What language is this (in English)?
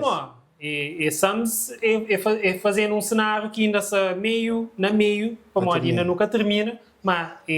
Kabuverdianu